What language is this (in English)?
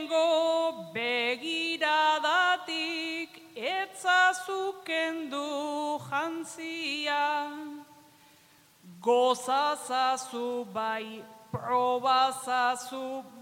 Basque